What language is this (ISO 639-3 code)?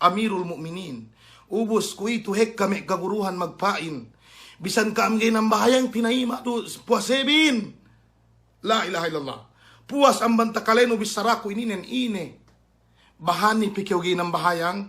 yka